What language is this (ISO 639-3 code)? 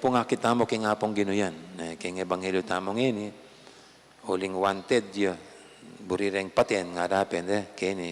pam